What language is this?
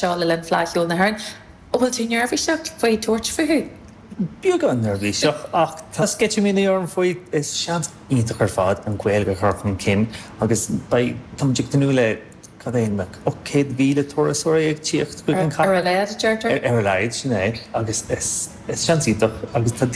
Irish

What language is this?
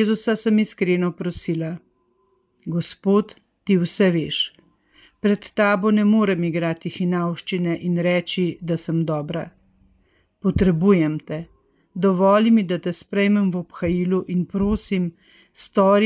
Slovenian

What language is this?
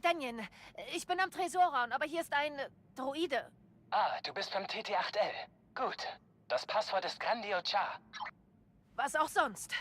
Bavarian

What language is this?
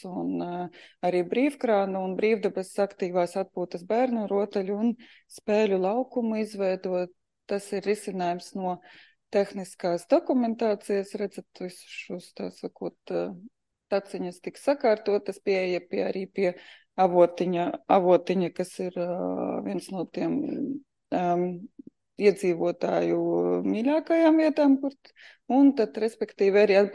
Latvian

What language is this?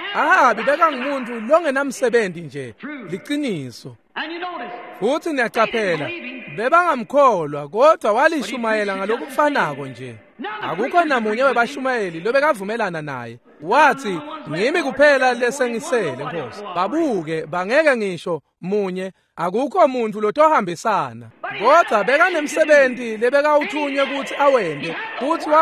Swati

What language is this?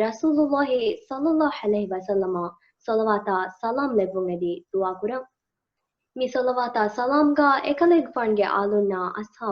Divehi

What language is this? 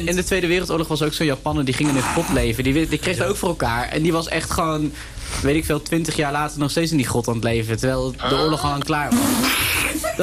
Dutch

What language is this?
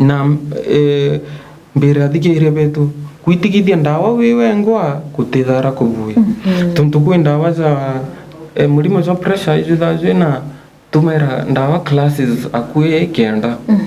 Meru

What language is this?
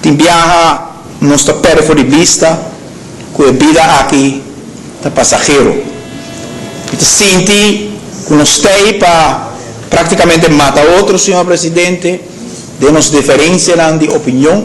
Papiamento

